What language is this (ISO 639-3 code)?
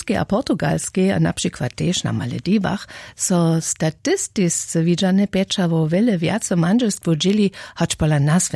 hsb